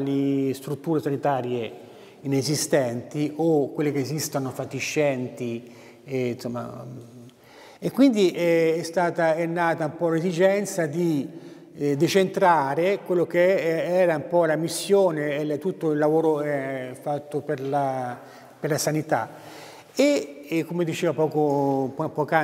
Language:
Italian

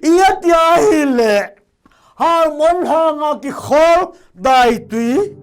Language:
Thado Chin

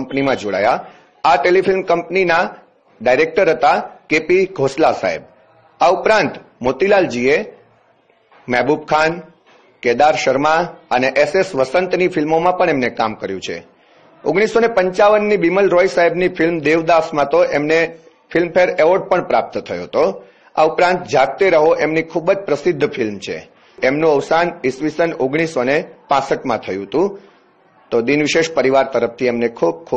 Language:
Gujarati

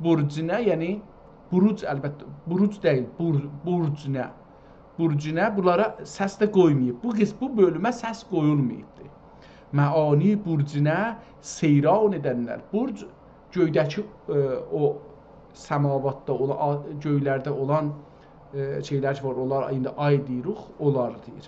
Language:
South Azerbaijani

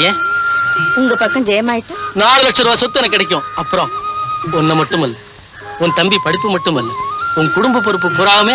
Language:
Tamil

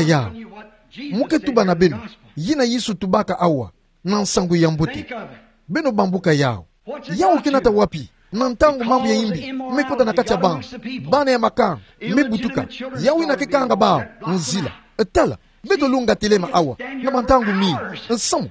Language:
Kituba (Democratic Republic of Congo)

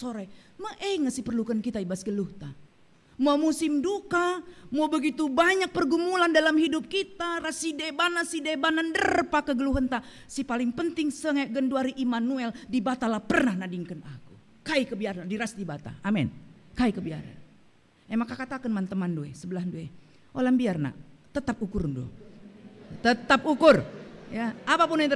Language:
Batak Karo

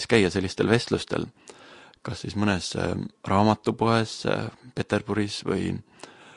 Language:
Estonian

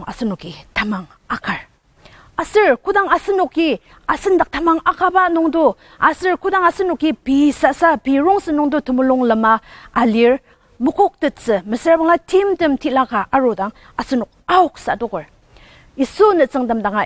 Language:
Ao Naga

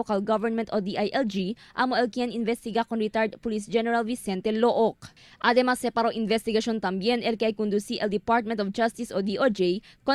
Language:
Chavacano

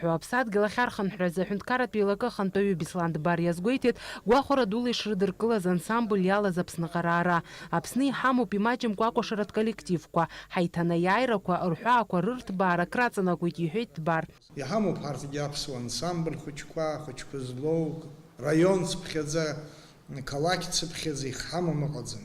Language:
Abkhazian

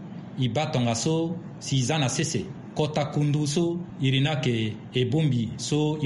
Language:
Sango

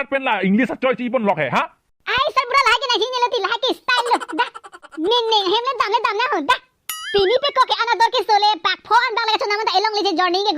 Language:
Karbi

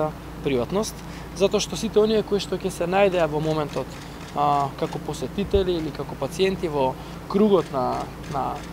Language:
Macedonian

